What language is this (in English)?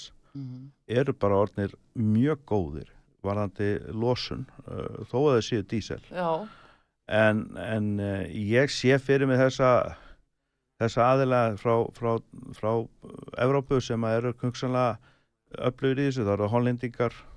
Icelandic